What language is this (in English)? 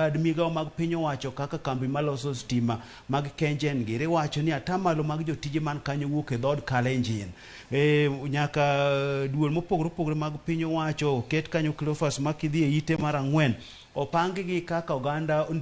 Luo (Kenya and Tanzania)